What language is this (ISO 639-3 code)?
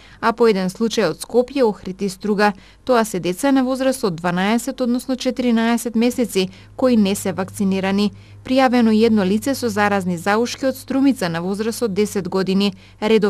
mkd